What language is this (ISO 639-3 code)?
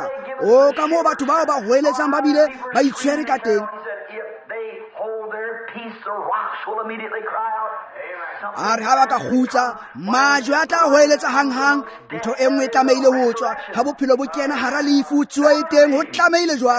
tsn